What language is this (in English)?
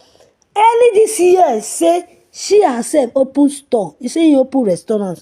Nigerian Pidgin